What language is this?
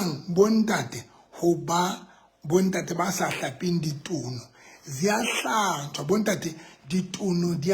Southern Sotho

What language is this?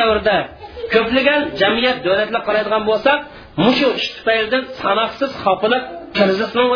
Uyghur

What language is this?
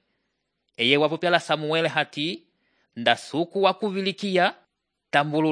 Umbundu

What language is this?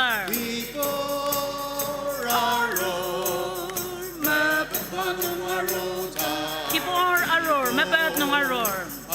Ao Naga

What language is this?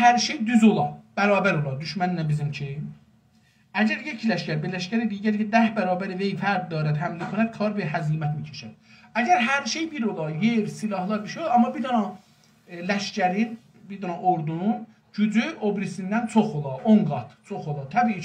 South Azerbaijani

